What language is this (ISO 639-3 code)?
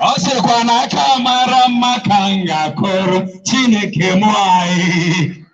ibo